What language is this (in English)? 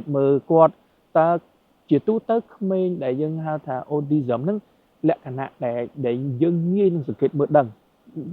Khmer